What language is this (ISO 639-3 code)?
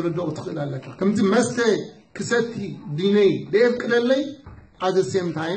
tir